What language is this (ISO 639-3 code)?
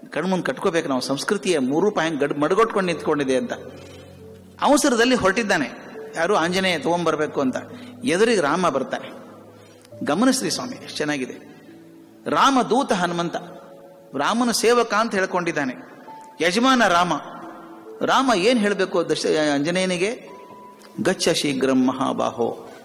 kan